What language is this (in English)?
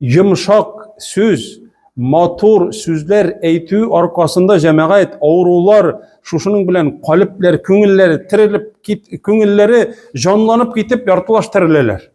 Tatar